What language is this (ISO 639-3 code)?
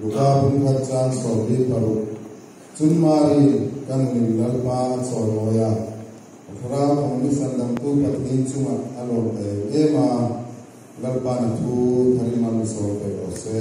hmr